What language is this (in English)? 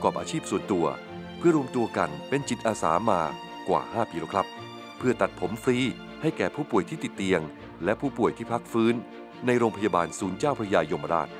Thai